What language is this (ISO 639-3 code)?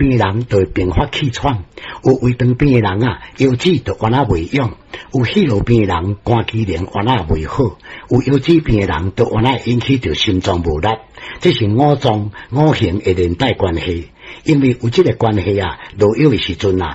nan